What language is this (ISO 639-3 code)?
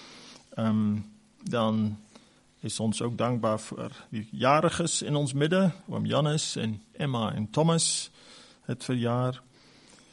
afr